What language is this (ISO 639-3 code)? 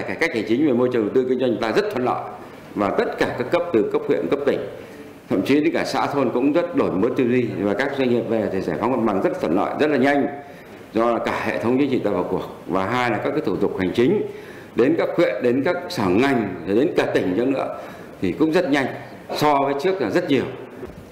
vie